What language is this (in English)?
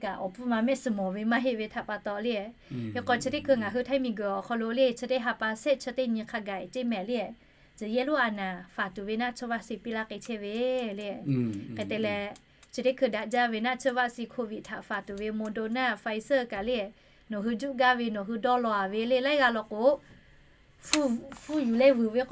Lahu